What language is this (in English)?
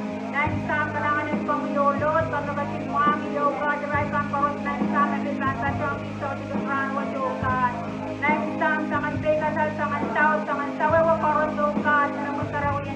Pohnpeian